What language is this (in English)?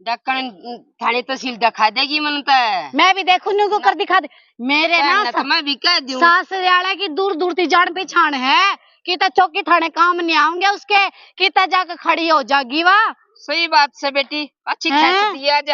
Haryanvi